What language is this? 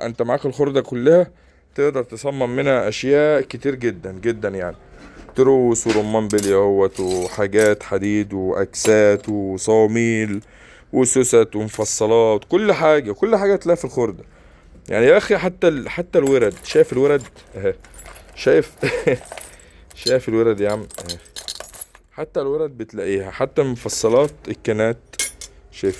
Egyptian Arabic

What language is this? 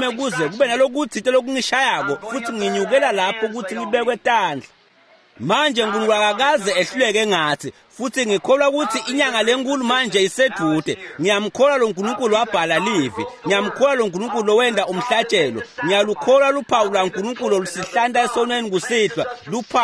Swati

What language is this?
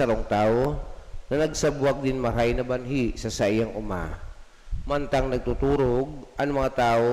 Bikol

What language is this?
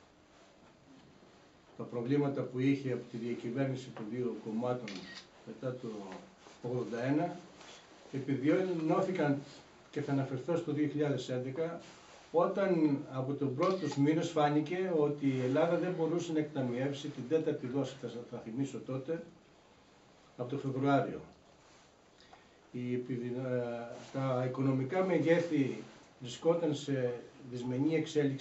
Greek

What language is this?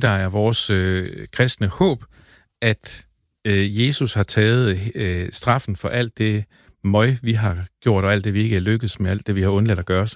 Danish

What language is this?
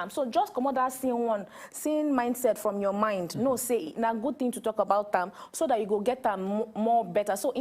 Nigerian Pidgin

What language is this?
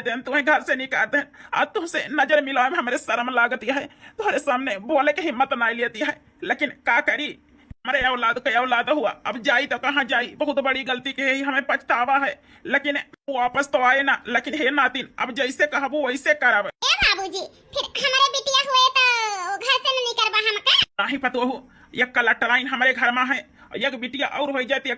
Awadhi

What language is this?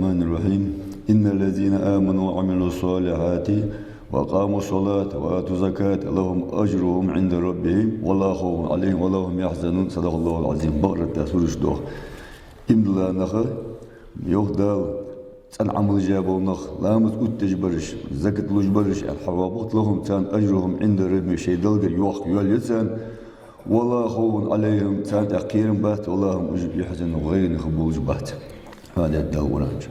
Ingush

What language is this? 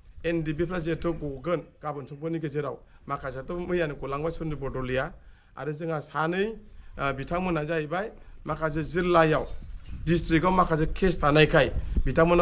Bodo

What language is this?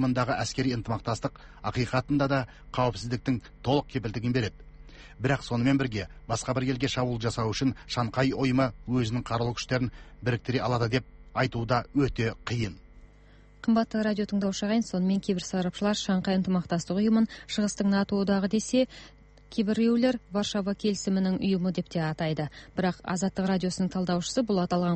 Kazakh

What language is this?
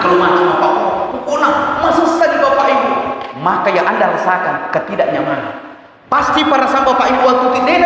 Buginese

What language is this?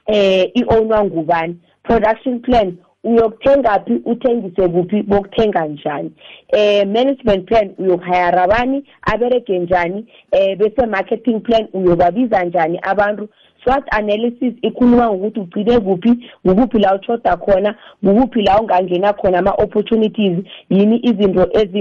South Ndebele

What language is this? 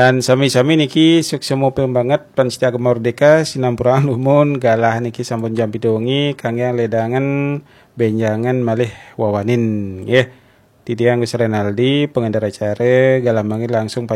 Balinese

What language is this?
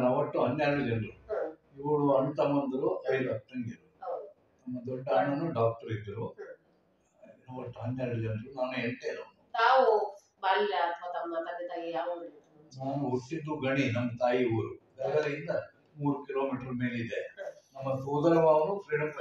Kannada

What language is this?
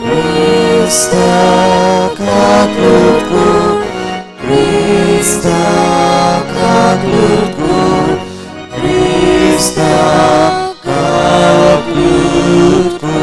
Konkani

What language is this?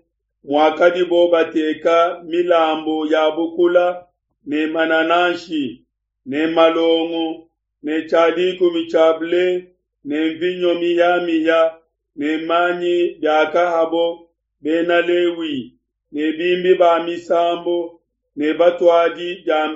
Luba-Lulua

